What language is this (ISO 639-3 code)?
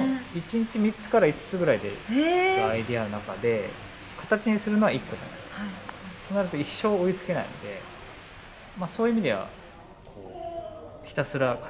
jpn